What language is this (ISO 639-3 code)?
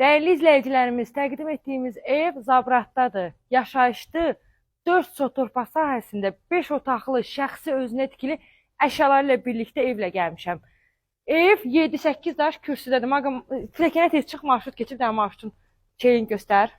aze